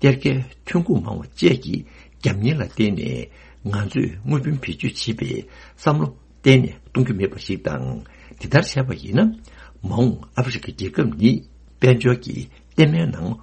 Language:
Tibetan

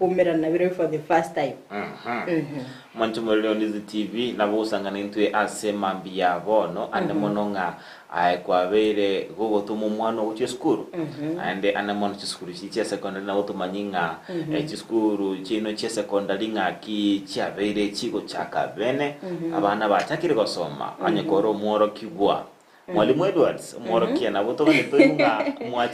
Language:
Gusii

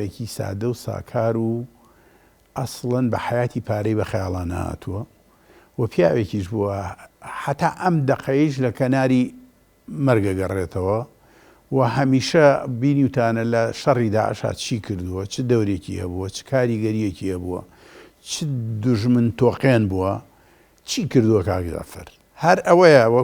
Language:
Central Kurdish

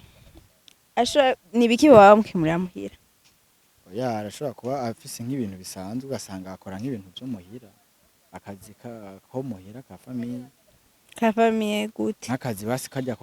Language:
Rundi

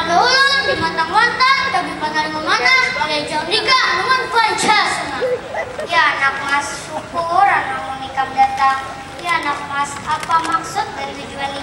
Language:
Banjar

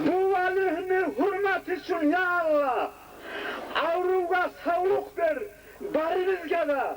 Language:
Kumyk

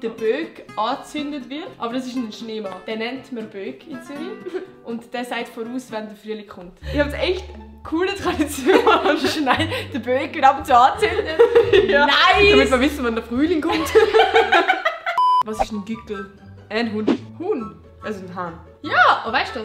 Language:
Swiss German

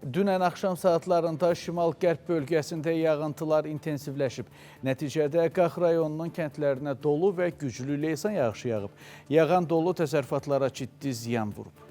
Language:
Azerbaijani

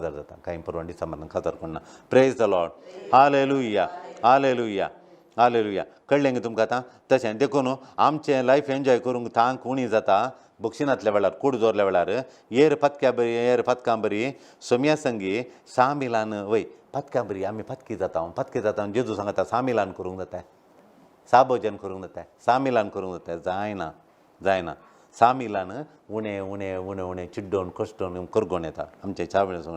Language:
Konkani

